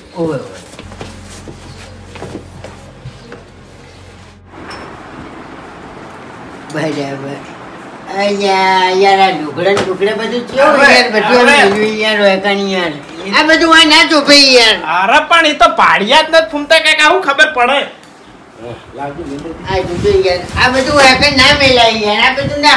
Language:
Gujarati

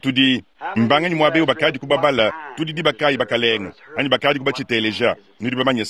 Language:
Luba-Lulua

